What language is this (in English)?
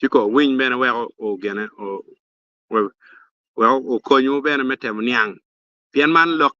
Acoli